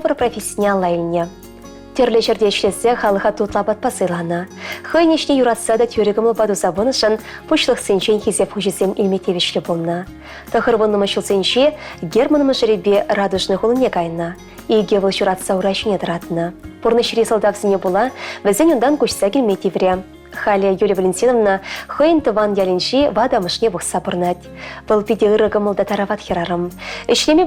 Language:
Chuvash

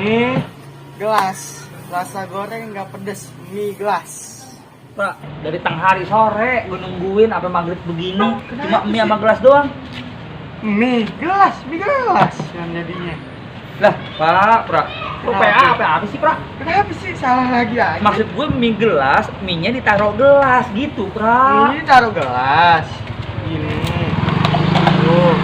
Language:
Betawi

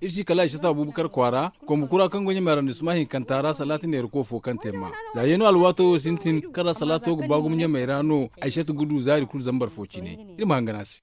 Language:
Zarma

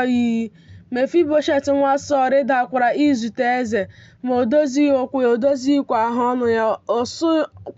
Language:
Igbo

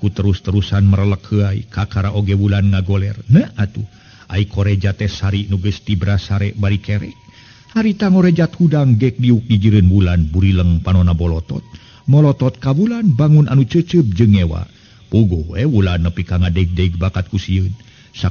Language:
Sundanese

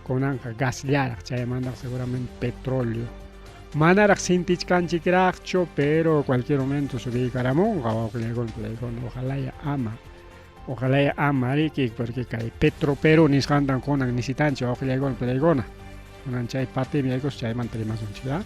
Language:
Ayacucho Quechua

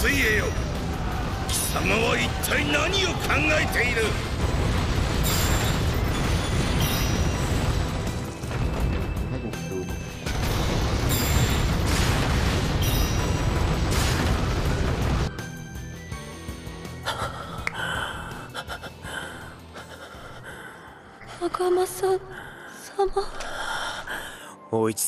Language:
Japanese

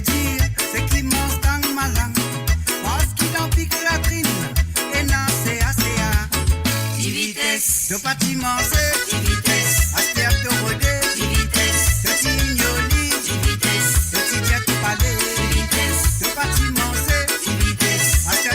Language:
Morisyen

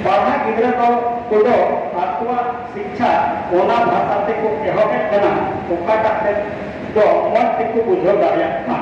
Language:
Santali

